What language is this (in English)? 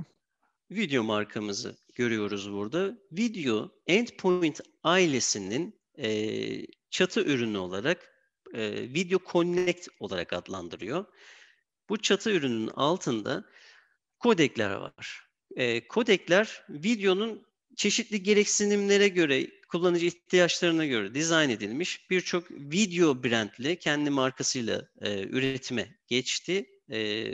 Turkish